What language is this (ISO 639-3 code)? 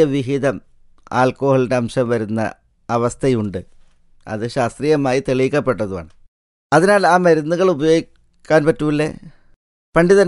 mal